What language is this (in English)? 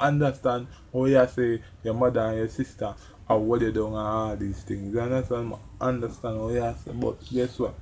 Jamaican Creole English